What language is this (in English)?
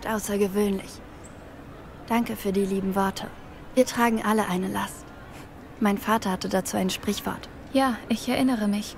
German